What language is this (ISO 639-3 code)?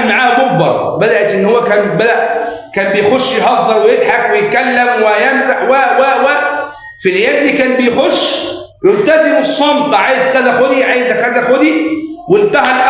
arz